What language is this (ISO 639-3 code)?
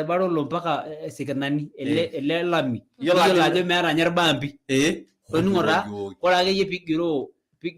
mas